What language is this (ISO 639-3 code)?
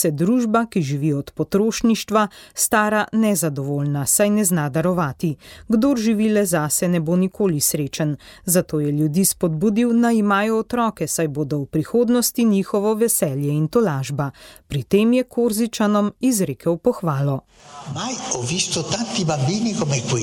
slv